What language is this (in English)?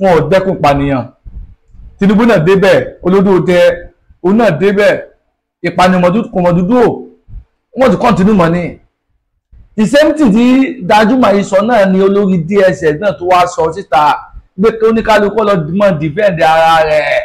Yoruba